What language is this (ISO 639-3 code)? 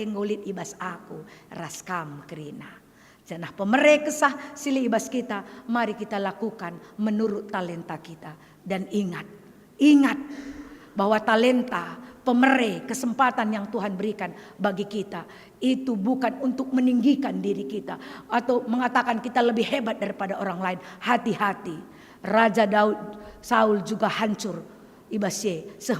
btx